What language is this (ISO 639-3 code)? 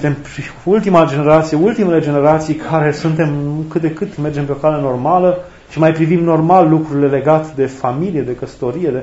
ron